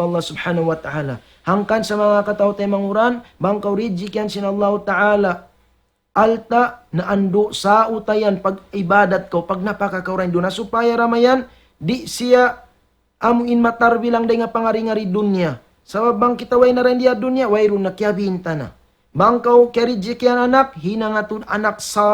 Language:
Tausug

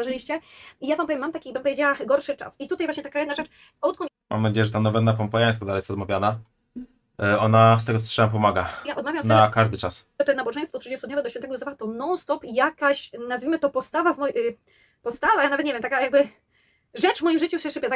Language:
Polish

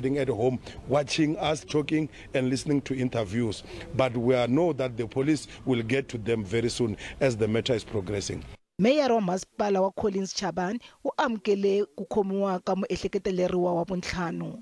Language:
Tsonga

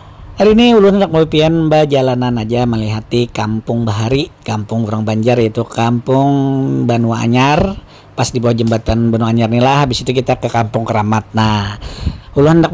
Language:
Banjar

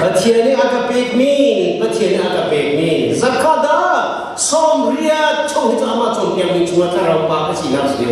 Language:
Hakha Chin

